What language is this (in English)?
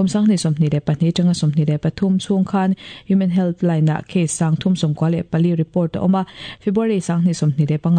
Mizo